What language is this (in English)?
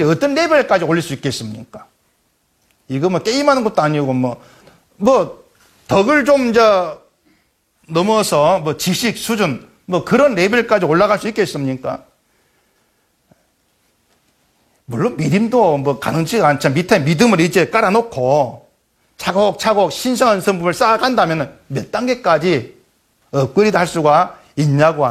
Korean